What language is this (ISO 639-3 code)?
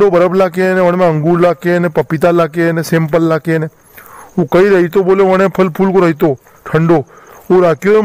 raj